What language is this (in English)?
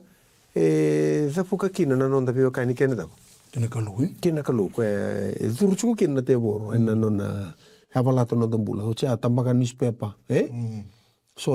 Fijian